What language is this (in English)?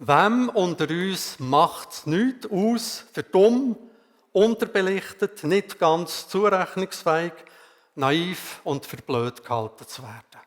Swiss German